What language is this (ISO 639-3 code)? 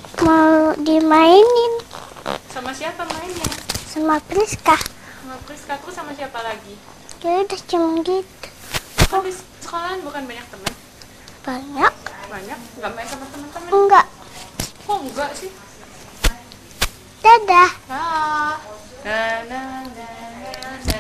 ind